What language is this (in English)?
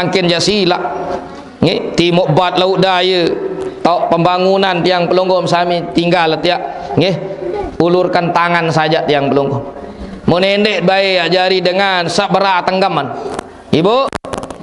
Sasak